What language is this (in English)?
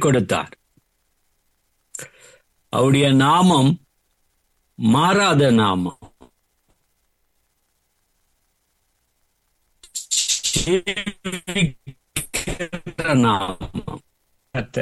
Tamil